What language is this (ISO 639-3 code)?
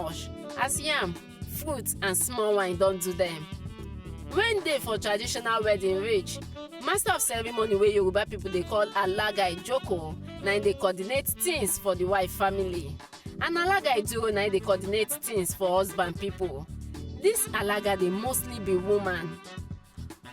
pcm